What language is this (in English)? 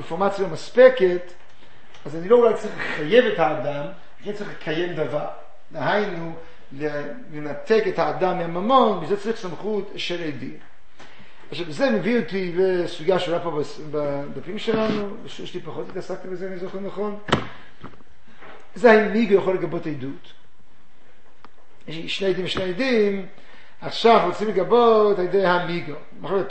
Hebrew